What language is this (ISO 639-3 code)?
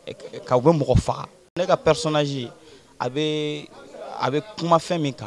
bam